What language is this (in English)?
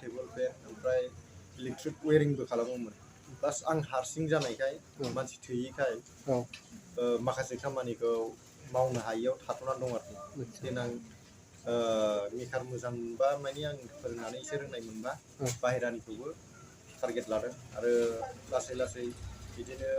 Bodo